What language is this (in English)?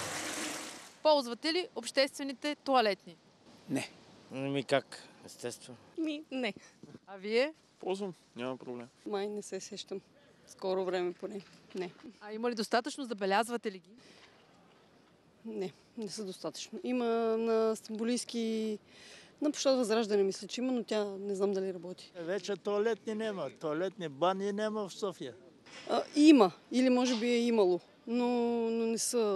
Bulgarian